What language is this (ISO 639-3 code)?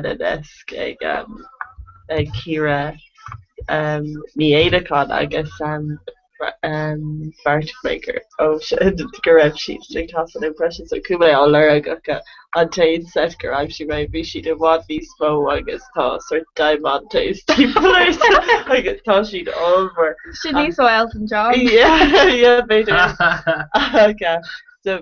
gle